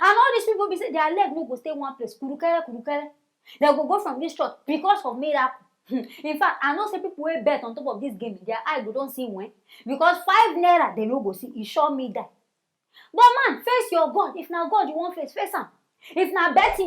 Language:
Nigerian Pidgin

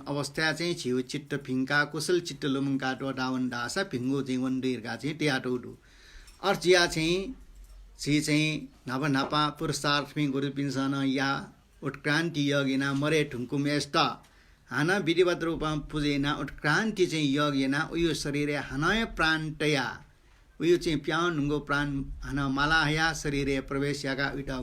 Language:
Newari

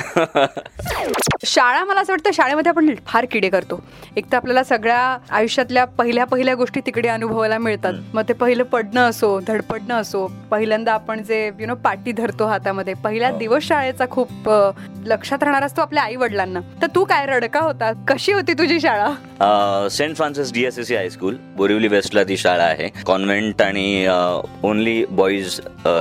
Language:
Marathi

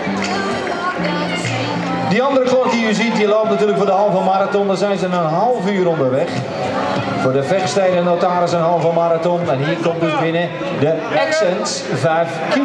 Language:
Dutch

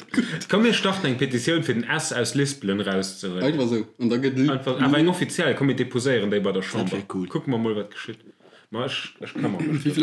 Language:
Luxembourgish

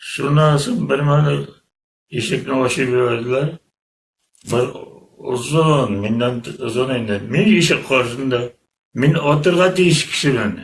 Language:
Bashkir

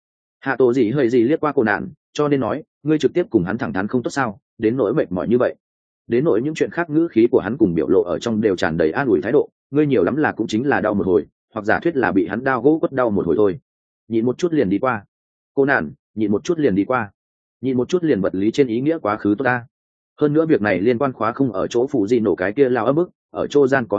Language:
Vietnamese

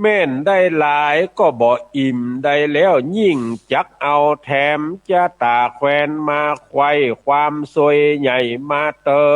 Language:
Northern Thai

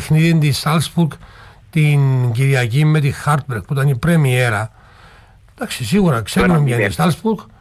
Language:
Greek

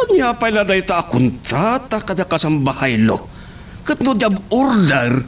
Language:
Iloko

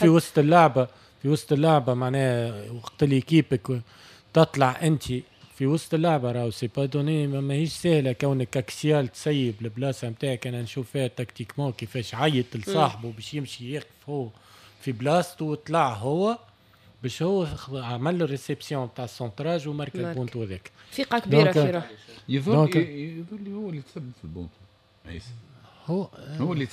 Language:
Tunisian Arabic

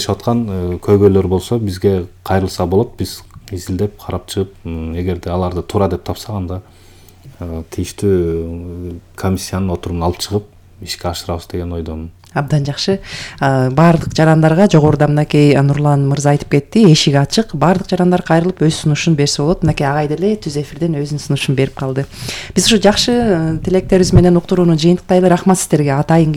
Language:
Kyrgyz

